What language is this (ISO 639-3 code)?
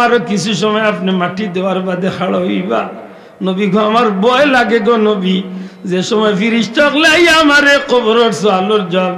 syl